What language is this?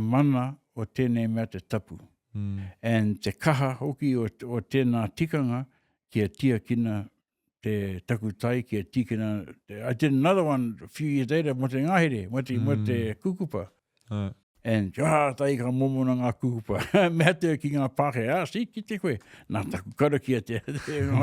Māori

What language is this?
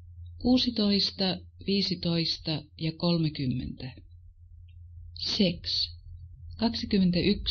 Finnish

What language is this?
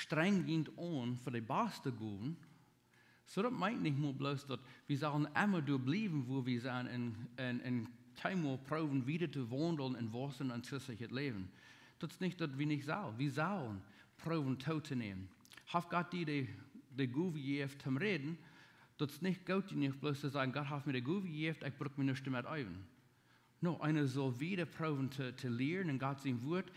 Plautdietsch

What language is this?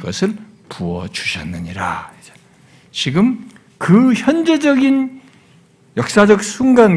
Korean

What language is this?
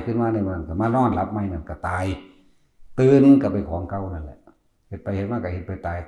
Northeastern Thai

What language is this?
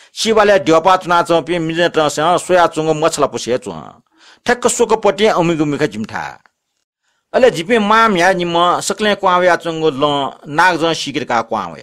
Newari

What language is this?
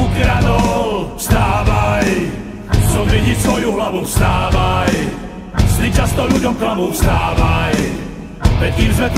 Slovak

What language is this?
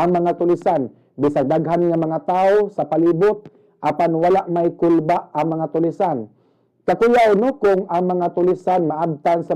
Cebuano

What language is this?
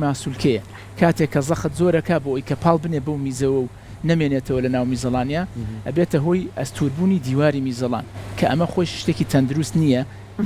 Central Kurdish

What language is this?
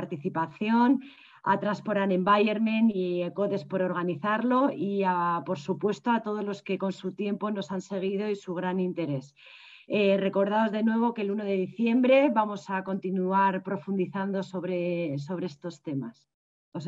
Spanish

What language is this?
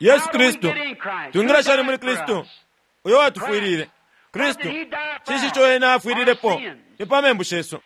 Bemba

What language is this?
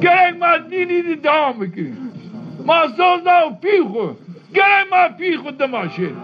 Zaza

